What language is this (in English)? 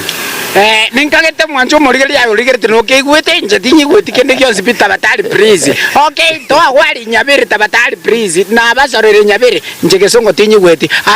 Gusii